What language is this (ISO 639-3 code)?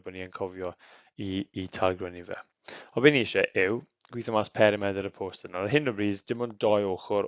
cym